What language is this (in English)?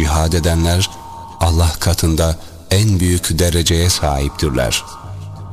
Turkish